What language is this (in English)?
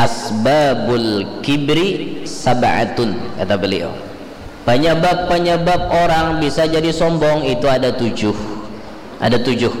Banjar